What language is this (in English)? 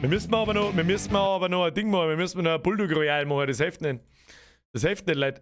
Bavarian